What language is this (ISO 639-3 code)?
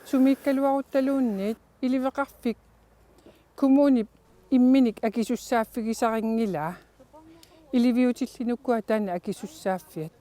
kal